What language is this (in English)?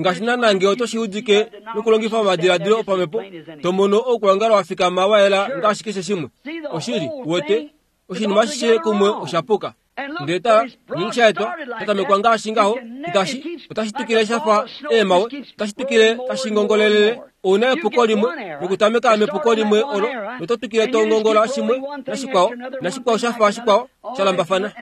Kuanyama